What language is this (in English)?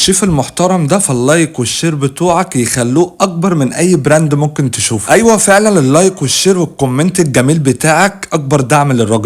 Egyptian Arabic